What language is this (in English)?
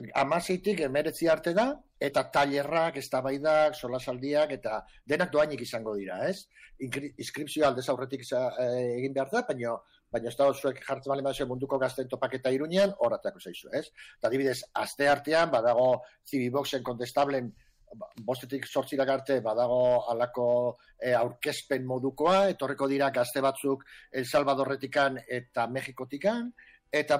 Basque